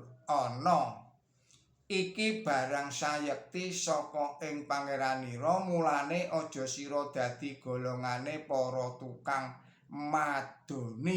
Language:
Javanese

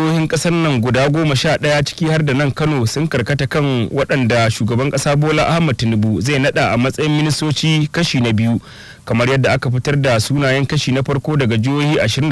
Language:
Hausa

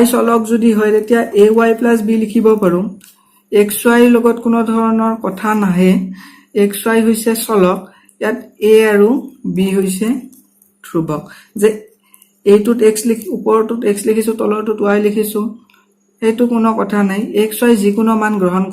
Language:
Assamese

